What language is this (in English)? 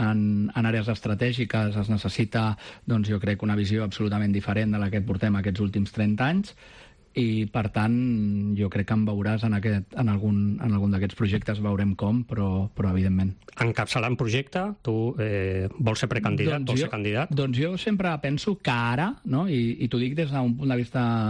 Catalan